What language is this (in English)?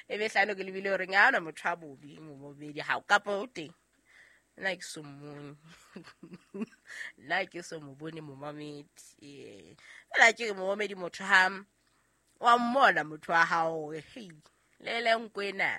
Southern Sotho